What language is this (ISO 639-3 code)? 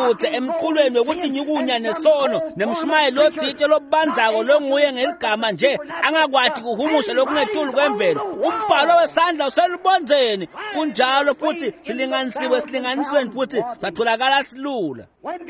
ssw